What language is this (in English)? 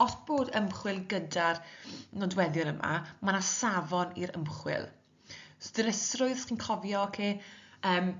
Welsh